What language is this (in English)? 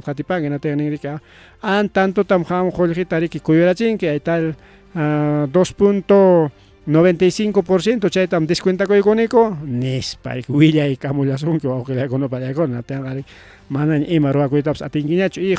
Ayacucho Quechua